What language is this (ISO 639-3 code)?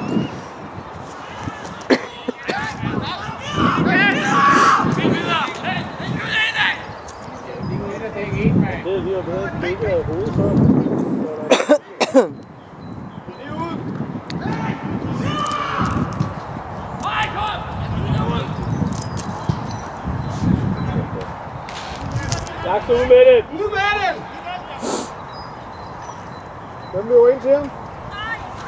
dan